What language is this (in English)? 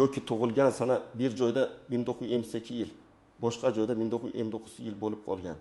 Uzbek